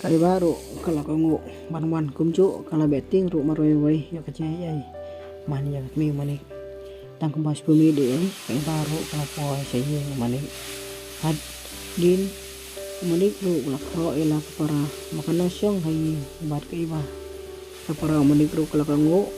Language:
Khasi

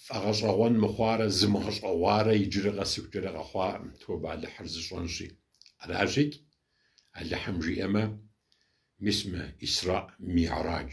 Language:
Kabardian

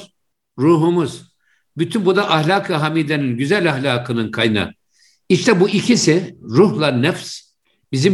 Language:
Turkish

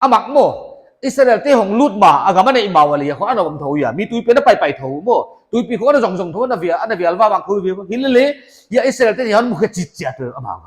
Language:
Paite Chin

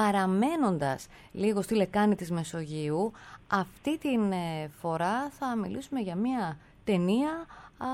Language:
Greek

